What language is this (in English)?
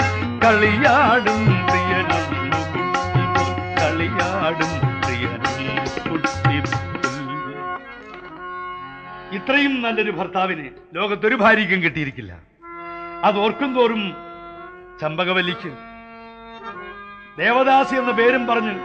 Malayalam